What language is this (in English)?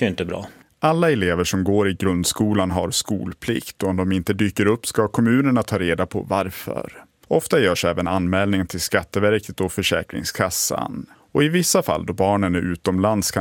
Swedish